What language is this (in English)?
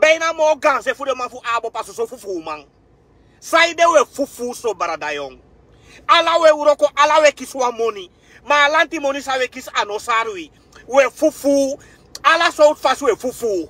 Sranan Tongo